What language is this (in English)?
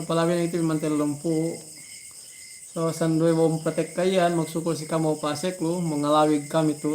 Yakan